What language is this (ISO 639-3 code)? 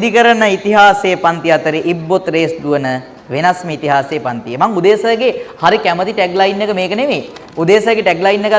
sin